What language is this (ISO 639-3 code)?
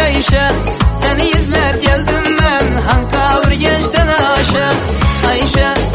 tur